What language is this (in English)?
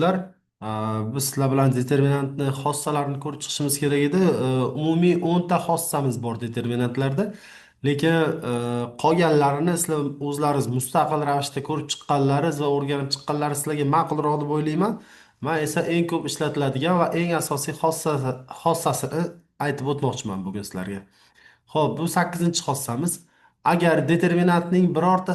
Uzbek